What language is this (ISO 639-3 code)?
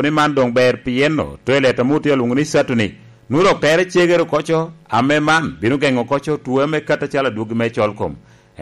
laj